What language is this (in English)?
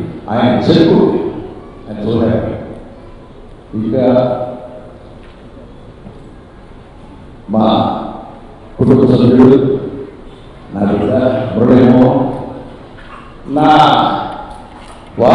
Telugu